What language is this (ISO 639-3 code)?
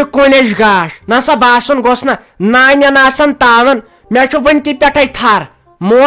kas